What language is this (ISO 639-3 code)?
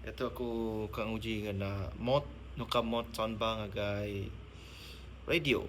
iba